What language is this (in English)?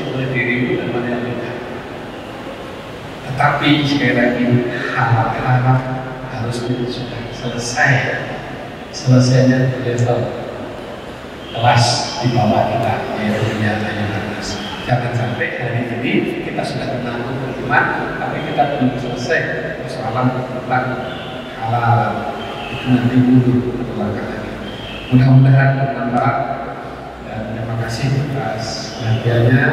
Indonesian